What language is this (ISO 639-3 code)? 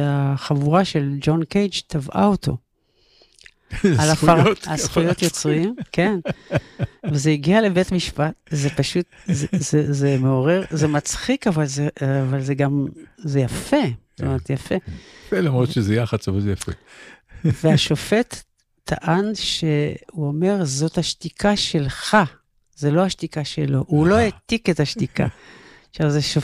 heb